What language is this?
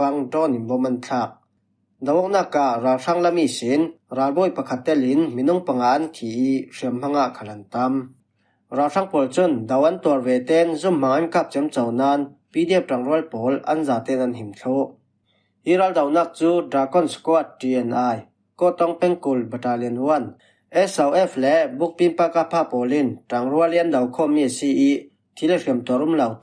Falam Chin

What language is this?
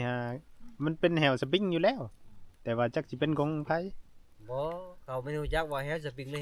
Northeastern Thai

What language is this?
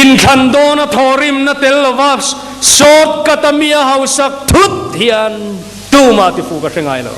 Mizo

